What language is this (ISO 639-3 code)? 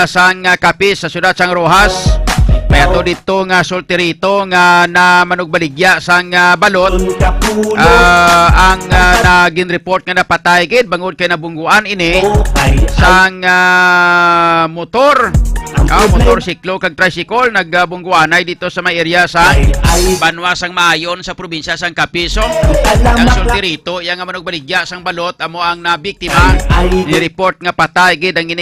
hil